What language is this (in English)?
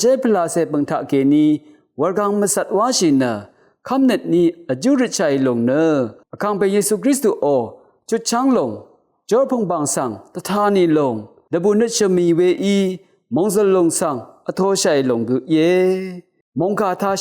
Rawang